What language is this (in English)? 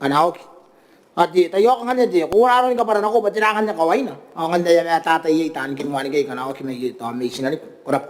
Gilbertese